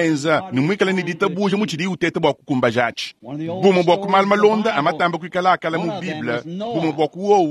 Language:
Luba-Lulua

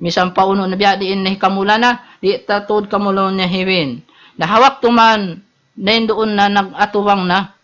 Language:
Tausug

